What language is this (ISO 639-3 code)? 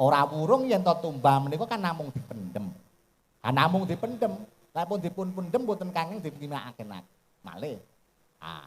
jav